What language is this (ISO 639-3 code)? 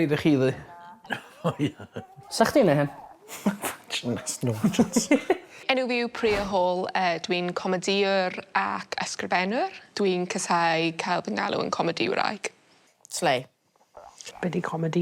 cym